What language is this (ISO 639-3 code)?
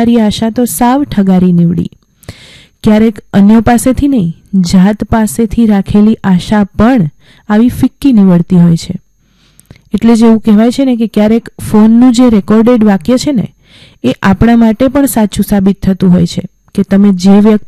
guj